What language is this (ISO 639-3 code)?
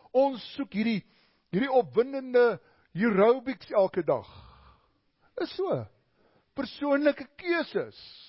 afr